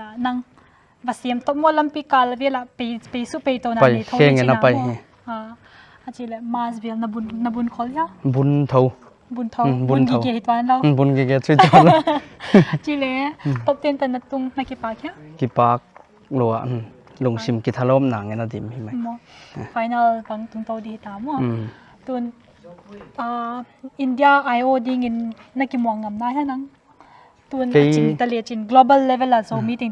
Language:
Paite Chin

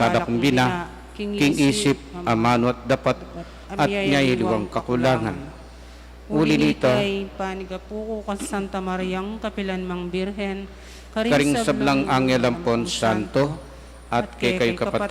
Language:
Pampanga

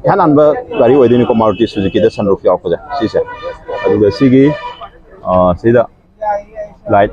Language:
Manipuri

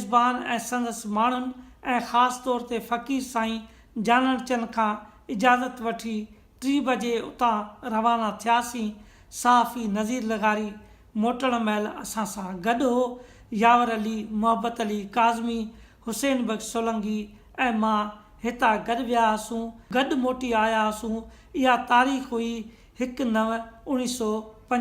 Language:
Sindhi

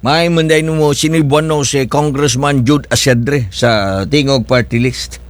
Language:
Cebuano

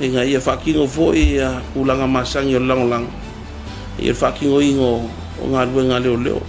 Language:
Samoan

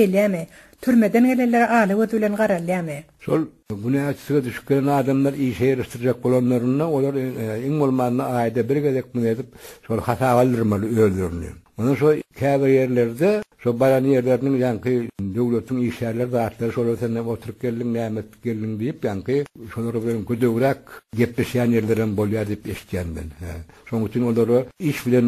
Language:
Turkmen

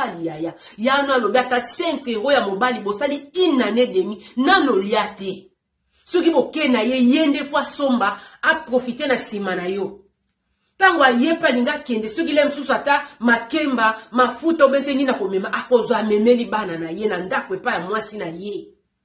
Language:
Lingala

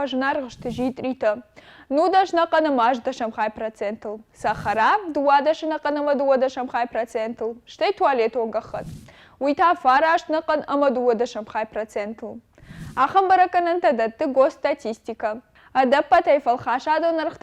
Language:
Ossetic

